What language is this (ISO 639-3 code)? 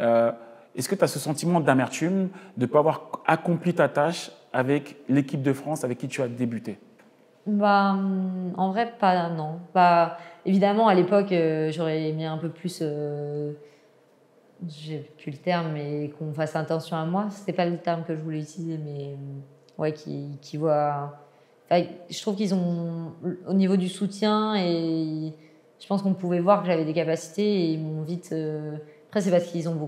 fra